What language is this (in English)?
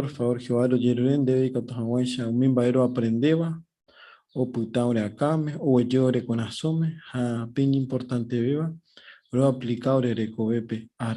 Guarani